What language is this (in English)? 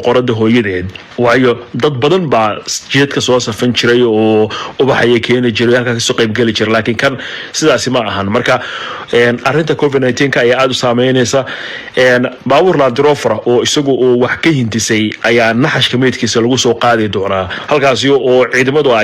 Somali